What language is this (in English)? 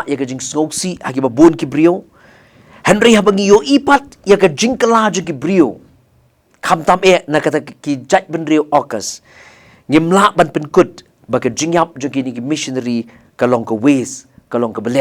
Khasi